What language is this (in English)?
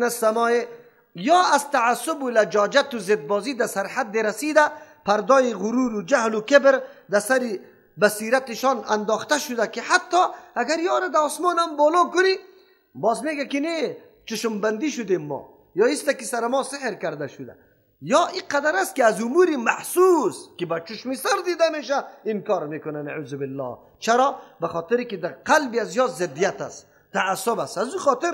Persian